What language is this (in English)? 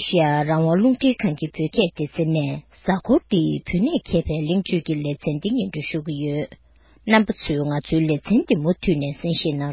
Tibetan